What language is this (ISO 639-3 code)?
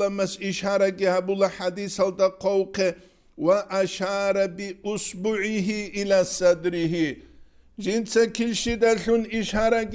ava